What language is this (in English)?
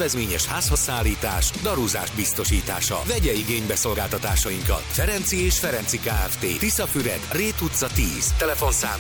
Hungarian